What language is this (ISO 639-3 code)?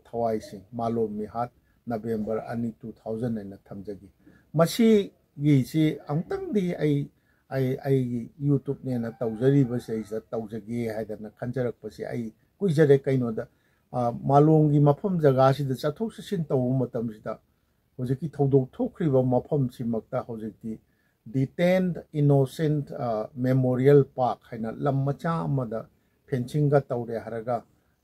mni